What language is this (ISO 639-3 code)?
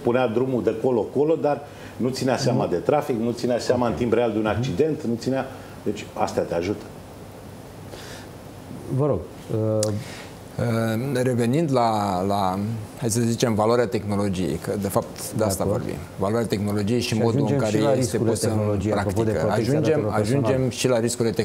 ron